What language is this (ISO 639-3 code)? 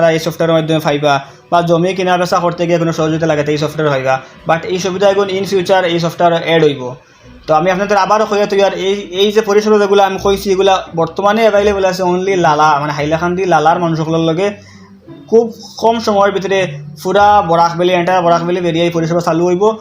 syl